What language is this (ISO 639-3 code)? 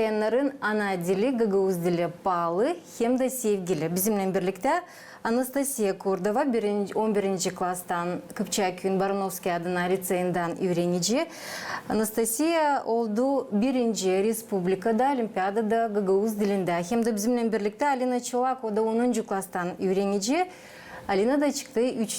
gag